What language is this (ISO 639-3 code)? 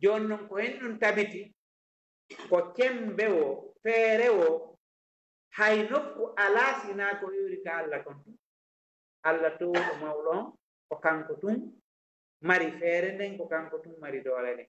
ful